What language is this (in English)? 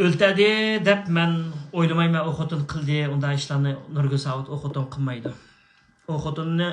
Uyghur